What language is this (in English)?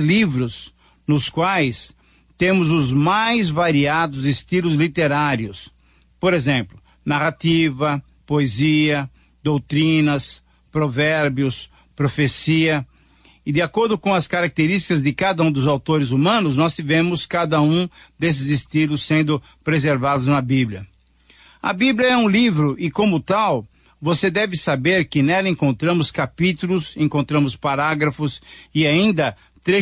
Portuguese